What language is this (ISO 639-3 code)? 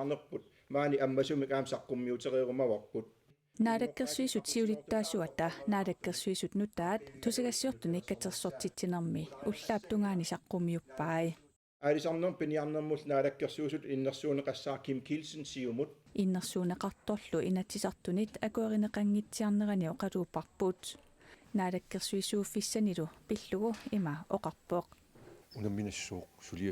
kal